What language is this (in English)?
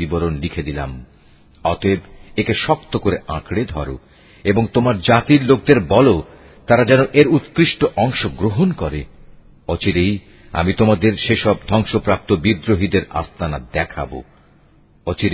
Bangla